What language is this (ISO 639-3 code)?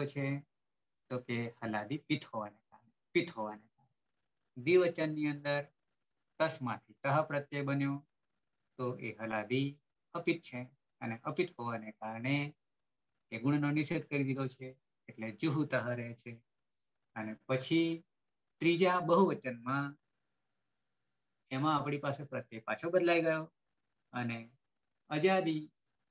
guj